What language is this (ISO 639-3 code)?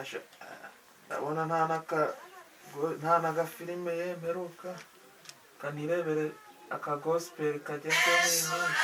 kin